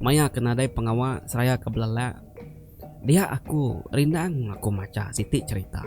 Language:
Iban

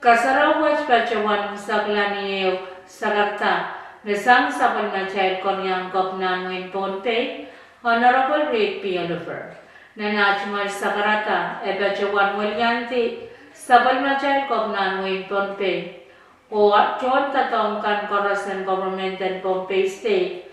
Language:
Pohnpeian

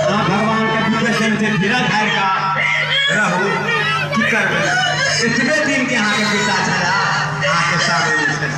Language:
Maithili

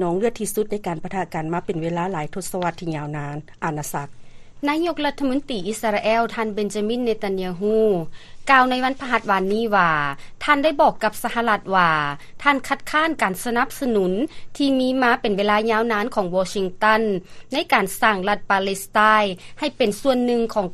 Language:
Lao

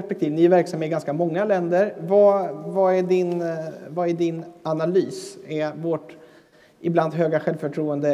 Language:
Swedish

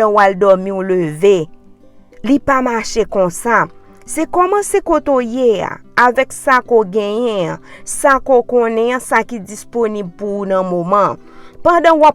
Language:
Haitian Creole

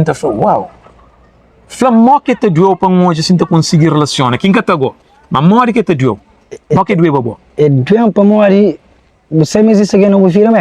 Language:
Kabuverdianu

